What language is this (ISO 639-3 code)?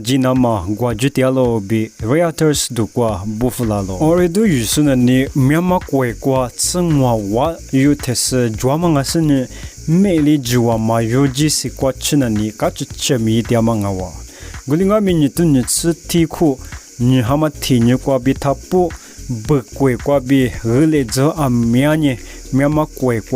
lis